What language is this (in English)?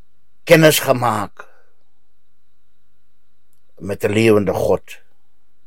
Afrikaans